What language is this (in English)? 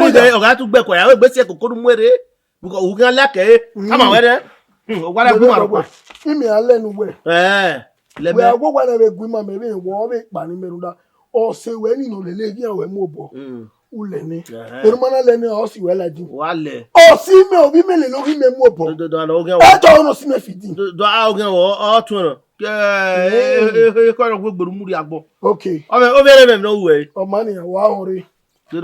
Bini